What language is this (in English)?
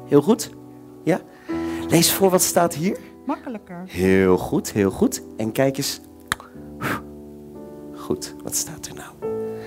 Dutch